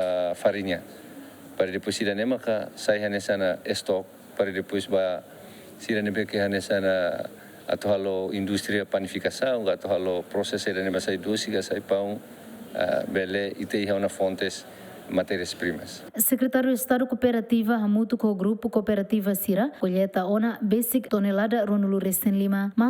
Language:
Tetum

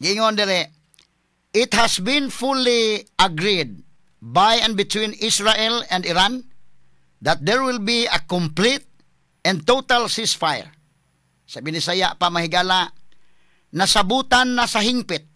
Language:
Cebuano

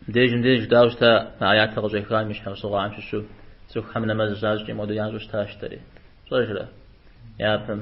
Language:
Kabardian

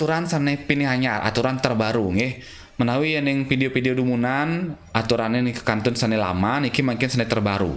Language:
Balinese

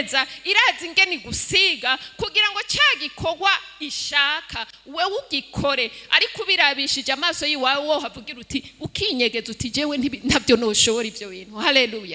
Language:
Rundi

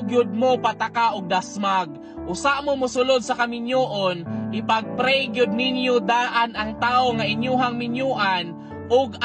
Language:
Cebuano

